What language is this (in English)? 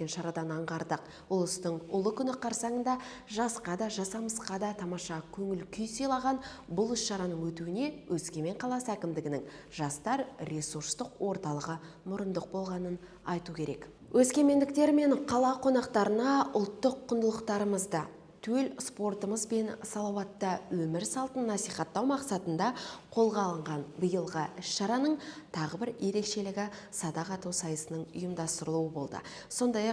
Kazakh